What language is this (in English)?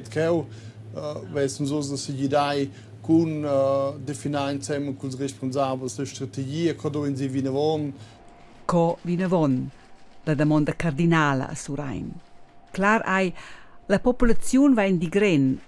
Romansh